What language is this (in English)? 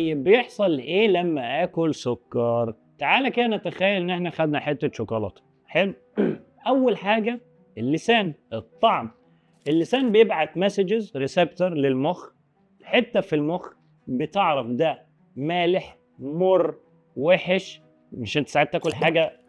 Egyptian Arabic